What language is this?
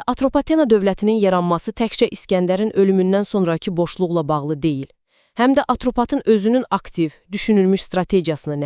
Azerbaijani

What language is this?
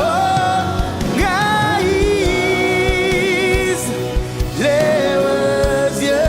Marshallese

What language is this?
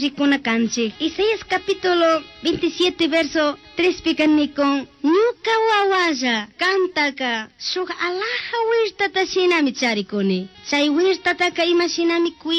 Chimborazo Highland Quichua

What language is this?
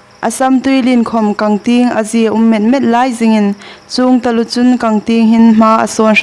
Hmar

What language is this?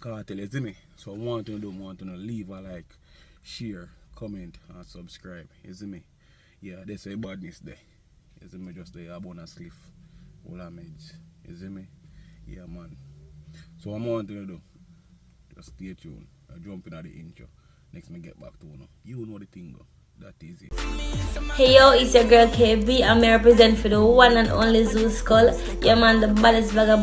Jamaican Creole English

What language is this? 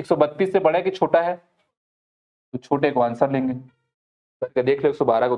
Hindi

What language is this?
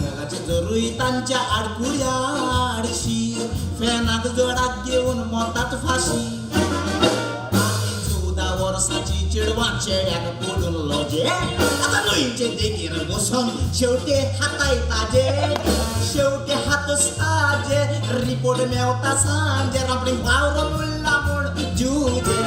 Konkani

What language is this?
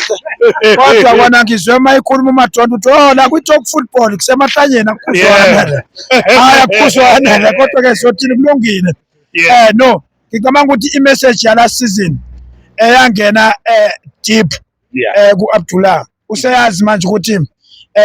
Zulu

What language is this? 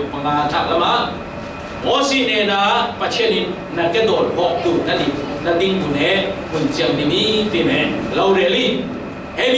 Falam Chin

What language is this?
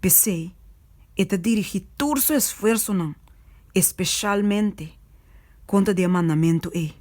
Papiamento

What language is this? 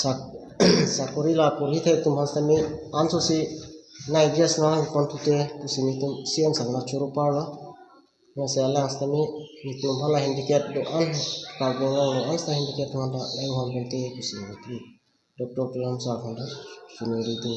Karbi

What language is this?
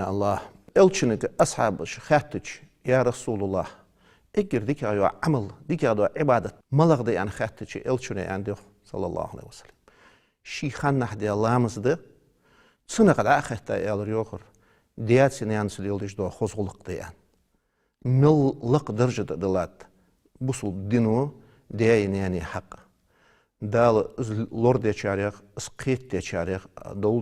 Ingush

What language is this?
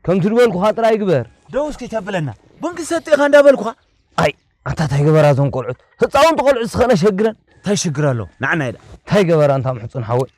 Tigrinya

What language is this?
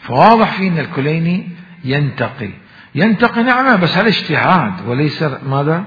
Mesopotamian Arabic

